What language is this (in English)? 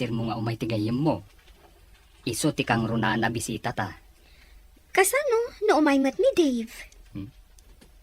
Iloko